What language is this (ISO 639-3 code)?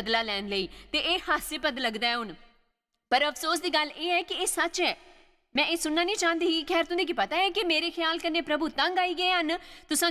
doi